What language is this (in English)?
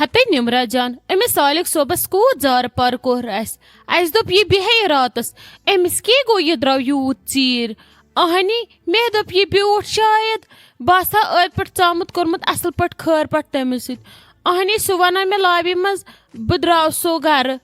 Kashmiri